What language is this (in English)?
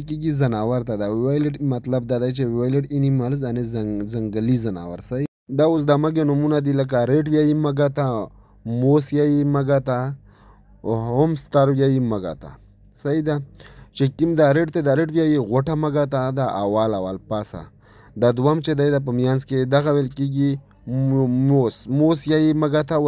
Pashto